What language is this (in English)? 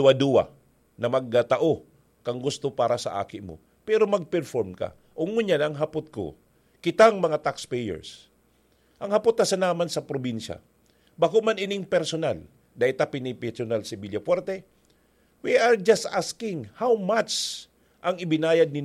Bikol